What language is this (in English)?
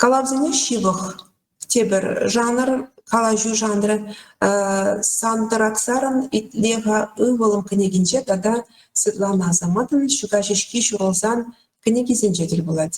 Chuvash